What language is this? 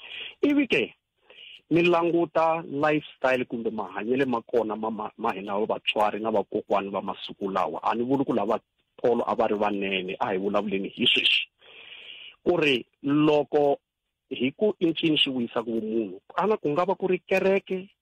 Tsonga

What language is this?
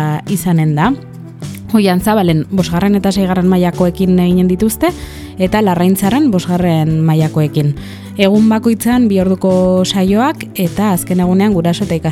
Basque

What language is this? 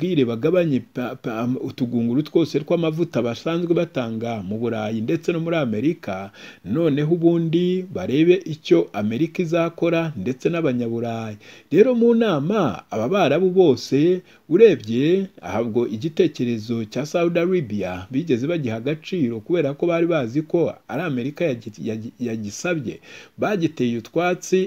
Kinyarwanda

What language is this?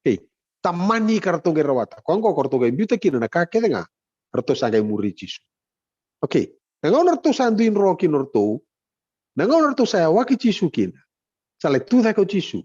Fijian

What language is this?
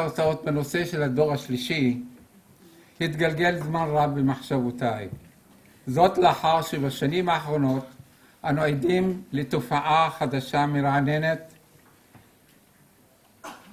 Hebrew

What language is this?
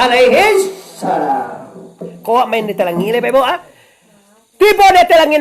Minangkabau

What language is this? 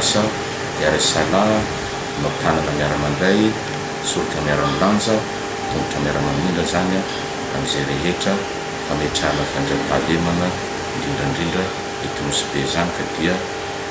Malagasy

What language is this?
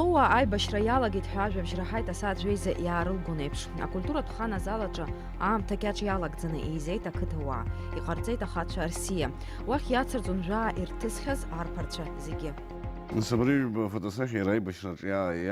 Abkhazian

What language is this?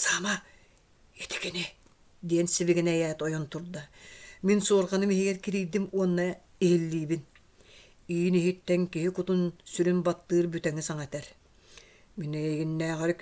Yakut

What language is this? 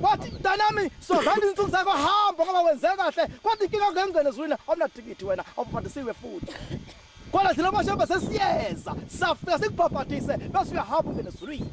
Zulu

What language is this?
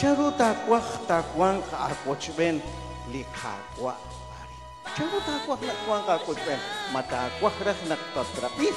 Kekchí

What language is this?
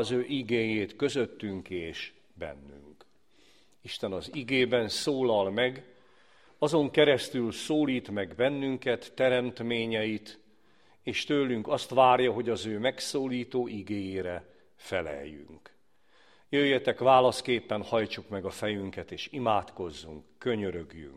Hungarian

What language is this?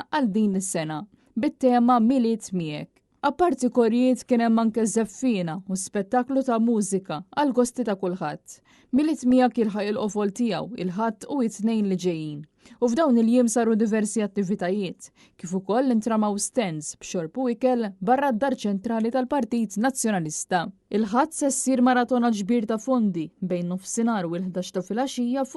Maltese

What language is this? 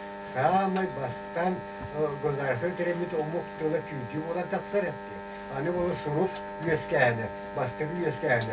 Yakut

